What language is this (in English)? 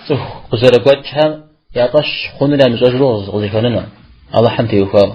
Kabardian